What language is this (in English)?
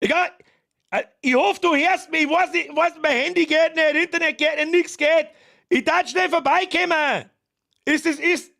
Bavarian